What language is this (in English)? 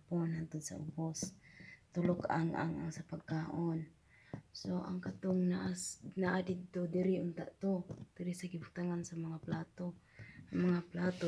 Cebuano